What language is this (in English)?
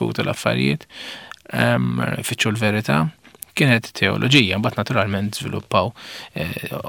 Maltese